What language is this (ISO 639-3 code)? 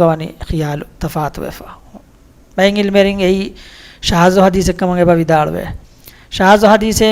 div